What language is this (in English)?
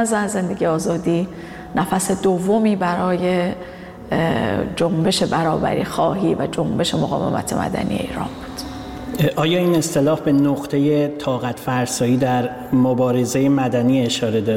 Persian